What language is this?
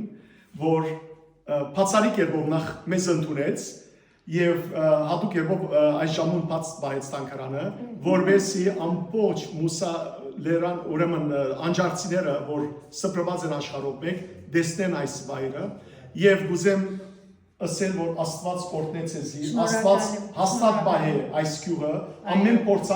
Western Armenian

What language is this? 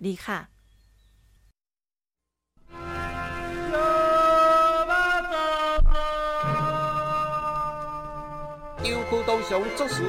Thai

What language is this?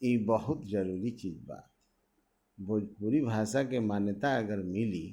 Bhojpuri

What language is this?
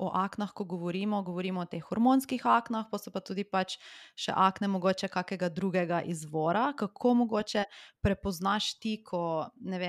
Slovenian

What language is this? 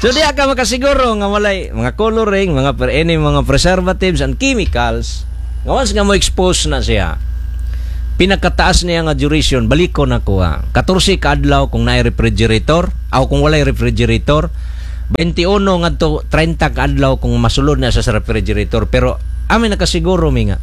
Cebuano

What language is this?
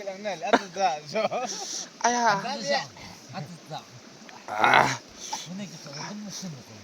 Yimchungru Naga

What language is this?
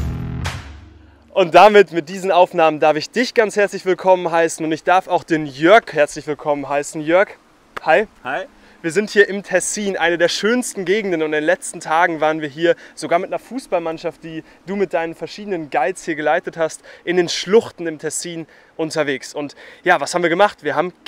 German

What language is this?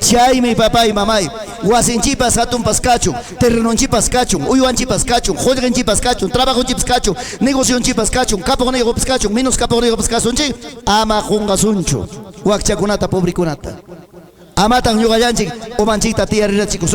Ayacucho Quechua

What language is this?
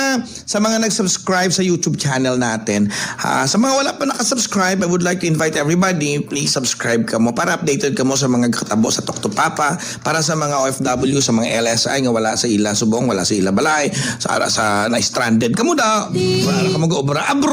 Hiligaynon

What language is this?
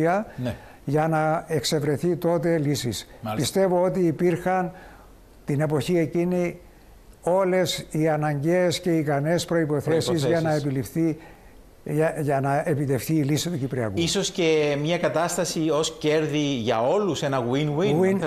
Greek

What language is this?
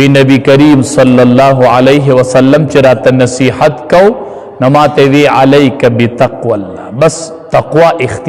Pashto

